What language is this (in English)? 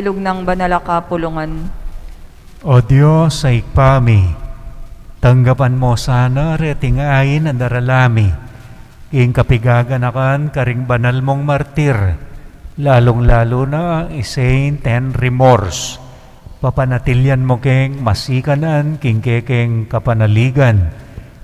Pampanga